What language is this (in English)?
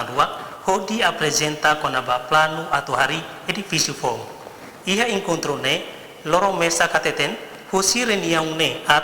Tetum